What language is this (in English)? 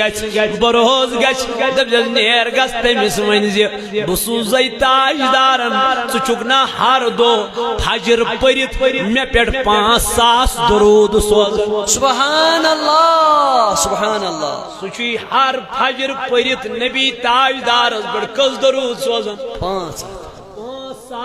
Kashmiri